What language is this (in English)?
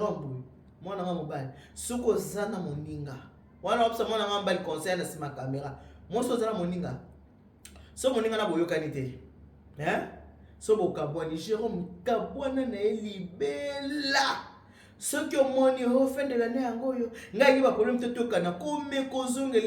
Lingala